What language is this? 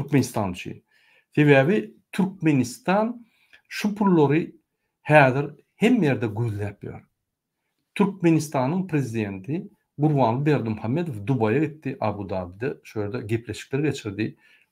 Turkmen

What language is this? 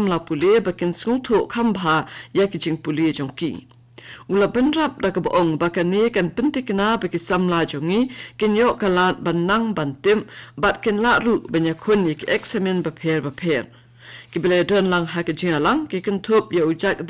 Khasi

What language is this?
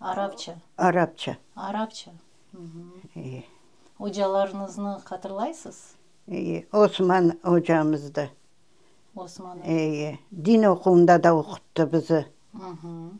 Crimean Tatar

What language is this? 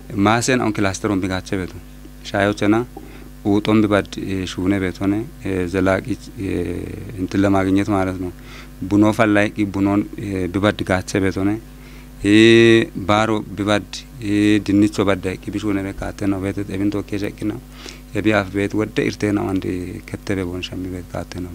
Kafa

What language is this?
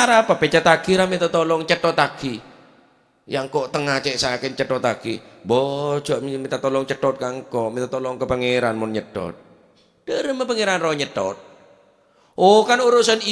Madurese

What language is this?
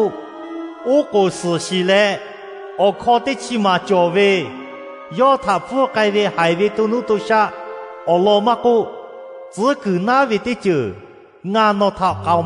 Lahu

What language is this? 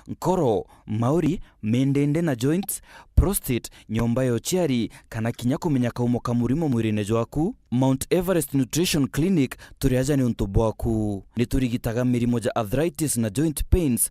Meru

